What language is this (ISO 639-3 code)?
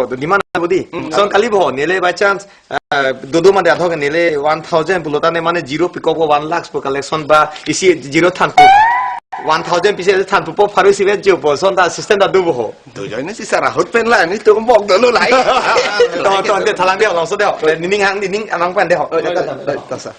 mjw